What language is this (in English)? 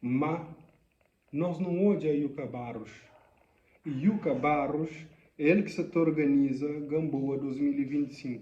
Kabuverdianu